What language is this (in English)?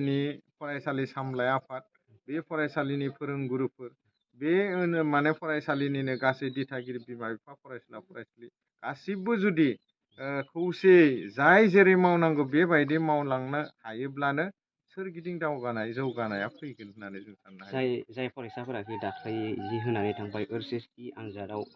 Bodo